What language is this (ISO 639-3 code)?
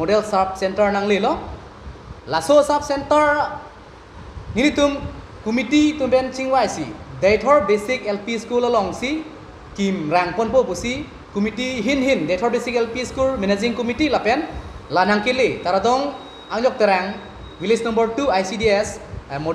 mjw